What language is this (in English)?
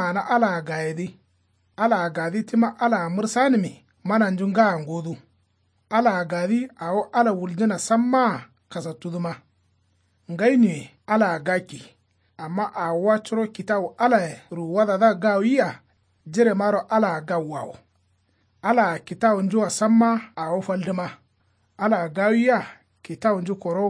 Kanuri